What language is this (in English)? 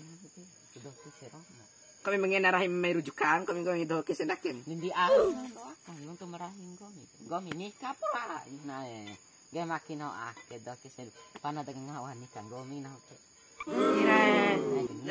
Bima